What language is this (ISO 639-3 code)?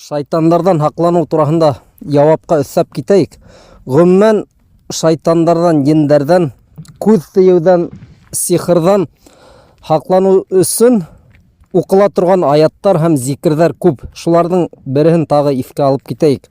bak